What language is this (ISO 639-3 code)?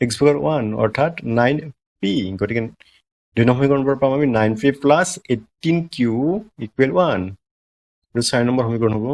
asm